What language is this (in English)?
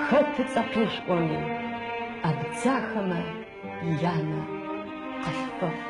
Adyghe